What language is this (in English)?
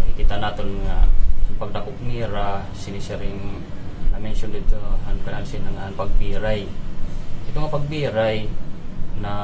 Waray